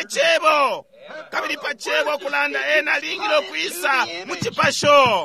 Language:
Bemba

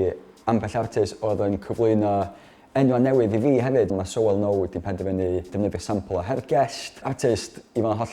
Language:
Welsh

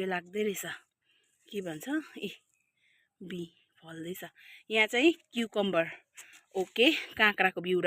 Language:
Nepali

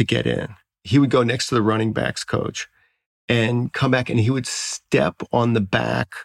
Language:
English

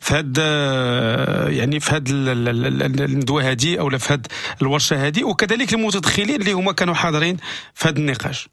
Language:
Moroccan Arabic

